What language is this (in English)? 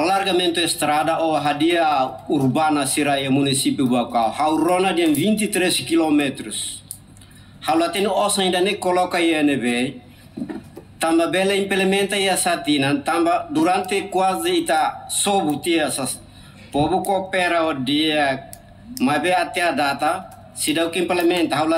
Tetum